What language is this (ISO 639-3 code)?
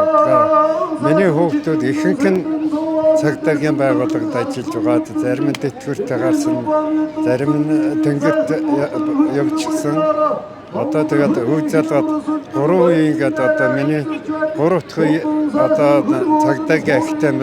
mon